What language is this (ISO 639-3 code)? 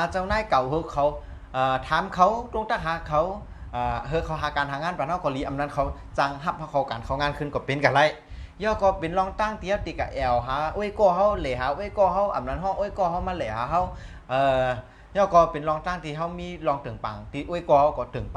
shn